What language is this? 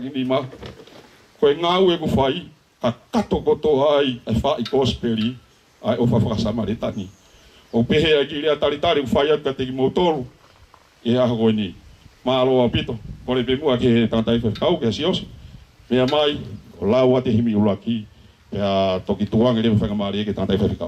Tongan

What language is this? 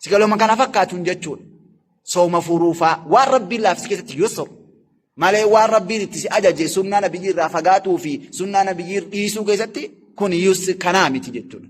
Oromo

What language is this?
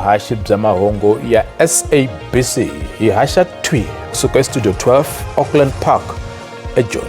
Tsonga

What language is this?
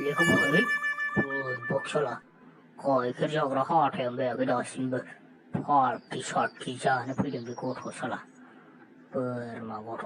Bodo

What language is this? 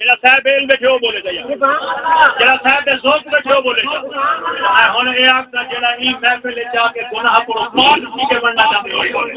Saraiki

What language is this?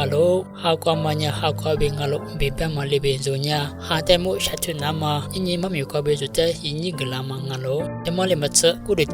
Lisu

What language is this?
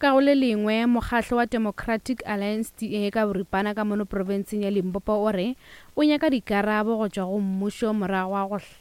Northern Sotho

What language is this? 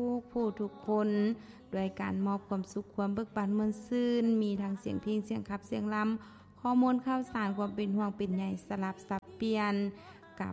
Lao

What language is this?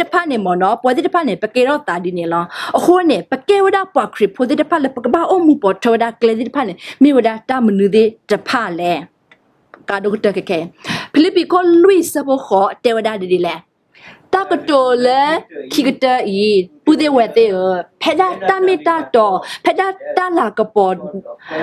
S'gaw Karen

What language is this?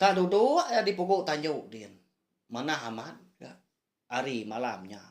Iban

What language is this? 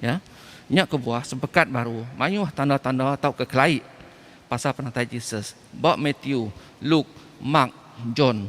Iban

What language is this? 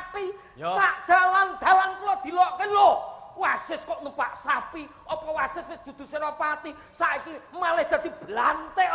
Javanese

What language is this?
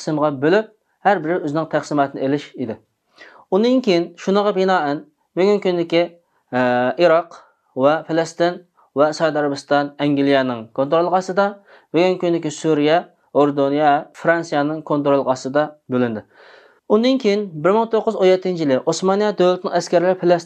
Uyghur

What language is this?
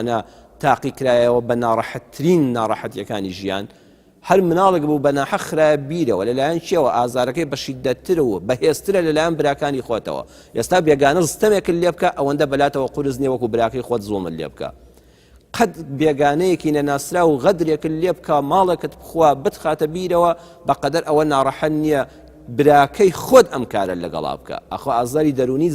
Central Kurdish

